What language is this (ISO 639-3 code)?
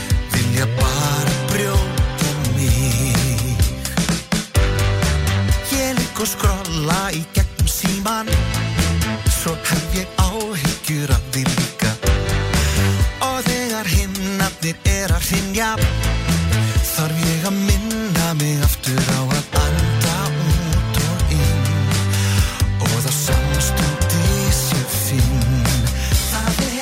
isl